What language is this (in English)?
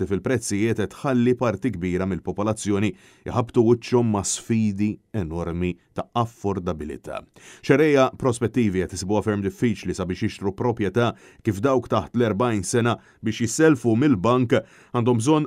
Maltese